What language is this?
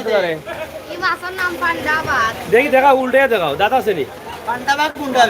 Sylheti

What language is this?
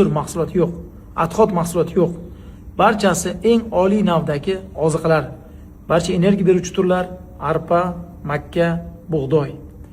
Uzbek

